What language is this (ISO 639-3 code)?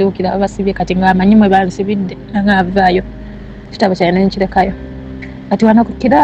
lug